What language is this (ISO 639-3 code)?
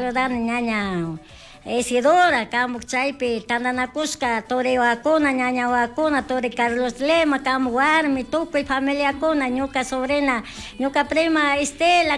qug